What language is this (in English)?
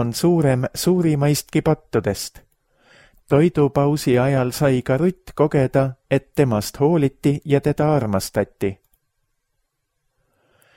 Estonian